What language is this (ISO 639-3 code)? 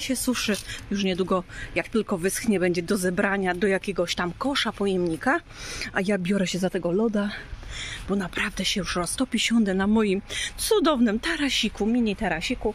pol